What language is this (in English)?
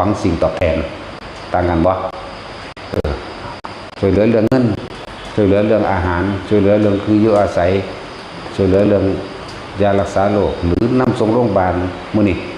Northeastern Thai